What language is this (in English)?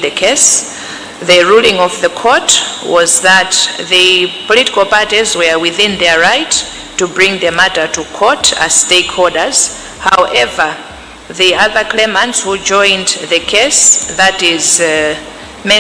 Nyanja